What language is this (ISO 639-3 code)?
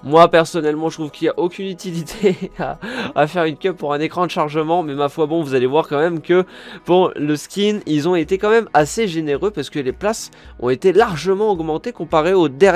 fra